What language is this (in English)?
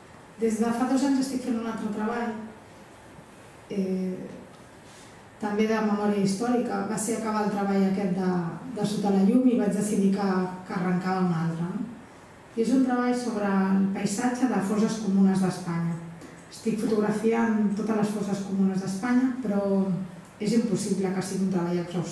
Catalan